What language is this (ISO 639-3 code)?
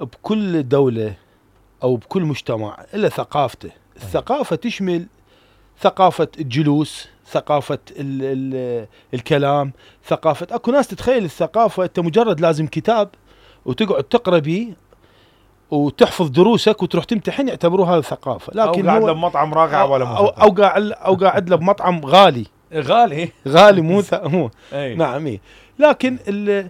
acm